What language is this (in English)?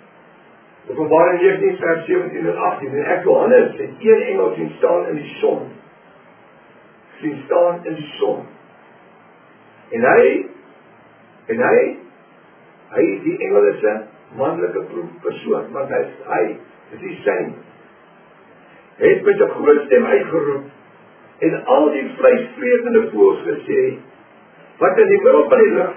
Afrikaans